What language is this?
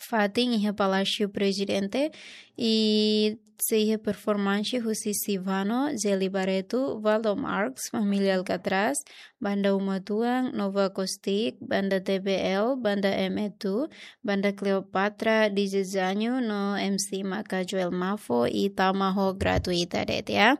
Tetum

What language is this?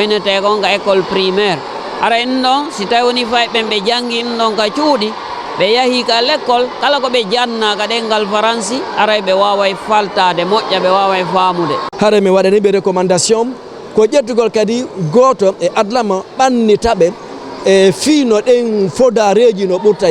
Fula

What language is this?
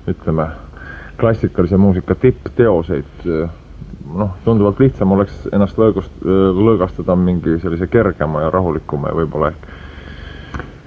Estonian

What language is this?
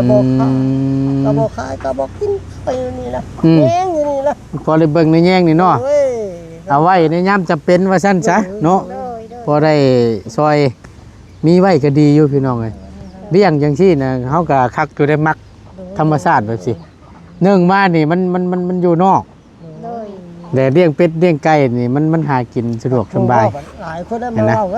Northeastern Thai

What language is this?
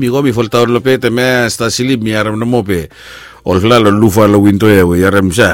Bislama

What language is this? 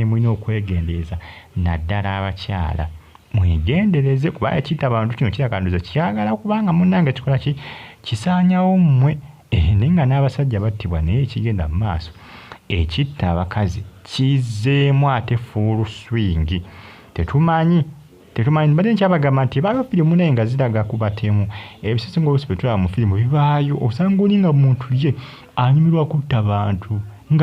Ganda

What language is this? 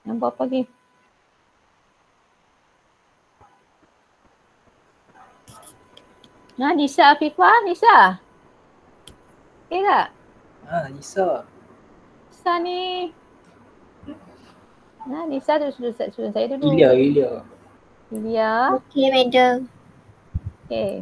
Malay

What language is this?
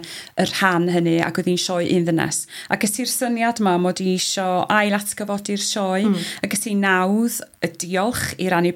Welsh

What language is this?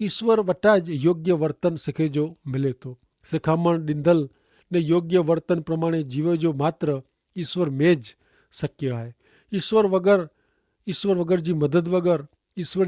Kachhi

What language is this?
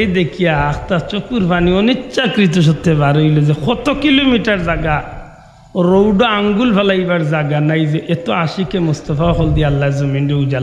Sylheti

